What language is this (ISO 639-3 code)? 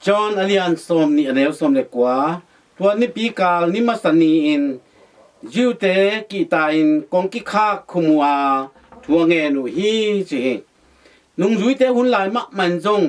ctd